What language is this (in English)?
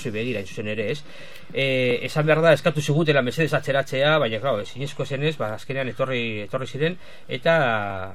Basque